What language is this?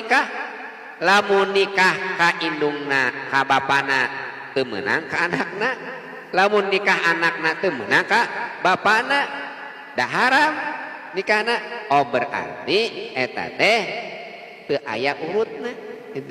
Sundanese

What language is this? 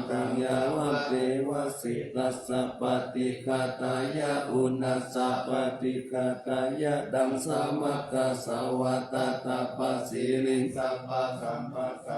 Pali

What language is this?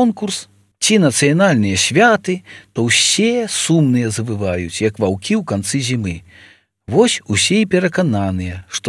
Belarusian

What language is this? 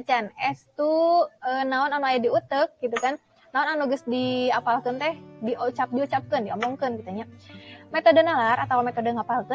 Sundanese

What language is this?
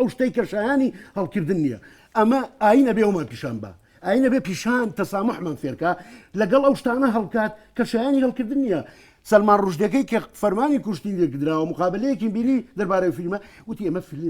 Central Kurdish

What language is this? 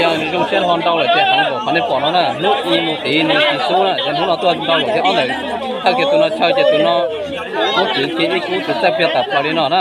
Hmong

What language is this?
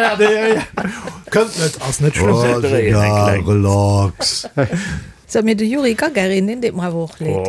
Luxembourgish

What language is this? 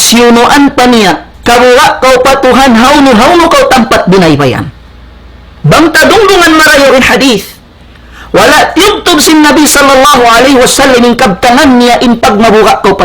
Tausug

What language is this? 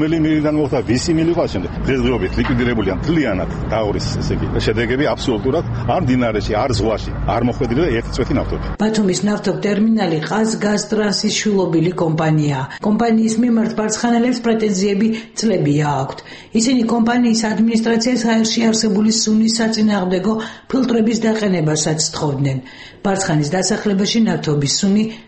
Georgian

